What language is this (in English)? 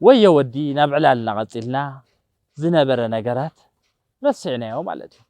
Tigrinya